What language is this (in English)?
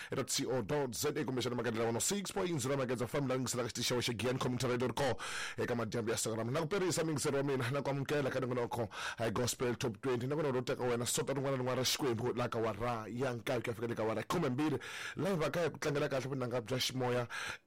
Tsonga